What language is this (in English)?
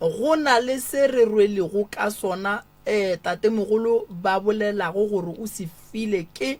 Northern Sotho